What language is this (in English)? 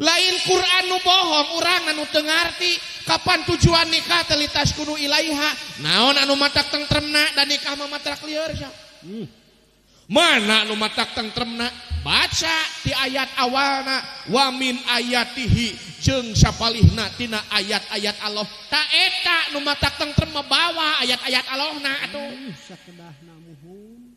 Sundanese